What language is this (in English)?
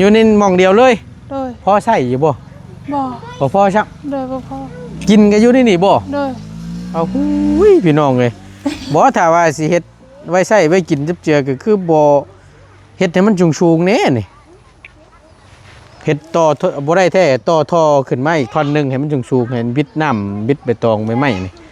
Lao